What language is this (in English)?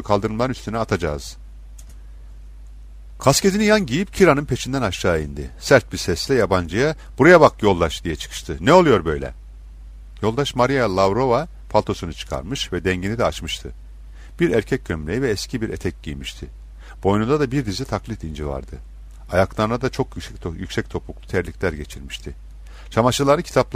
Turkish